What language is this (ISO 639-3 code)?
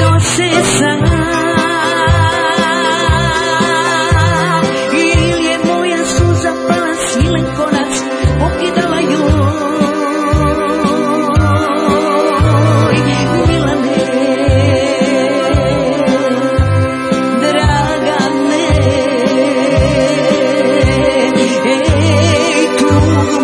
srp